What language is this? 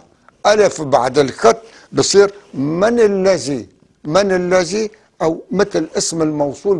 North Levantine Arabic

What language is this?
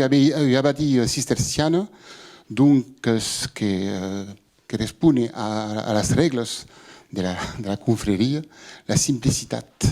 Occitan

